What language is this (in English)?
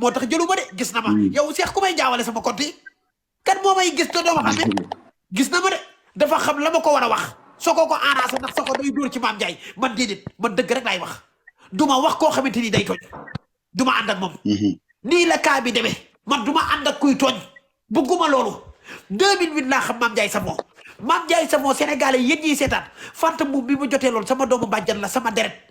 Wolof